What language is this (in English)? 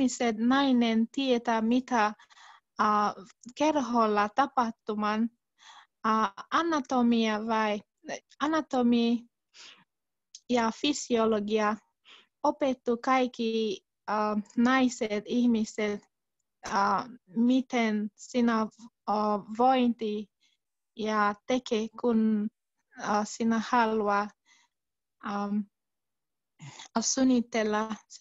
Finnish